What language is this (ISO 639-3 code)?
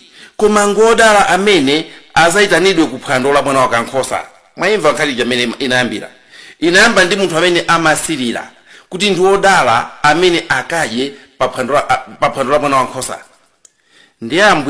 nya